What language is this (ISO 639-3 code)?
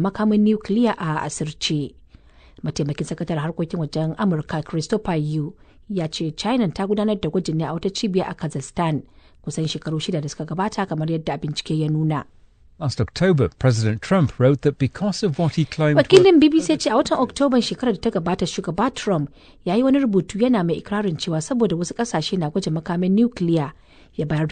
hau